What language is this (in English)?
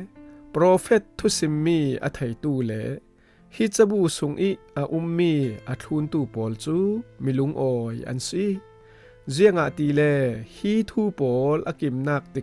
Falam Chin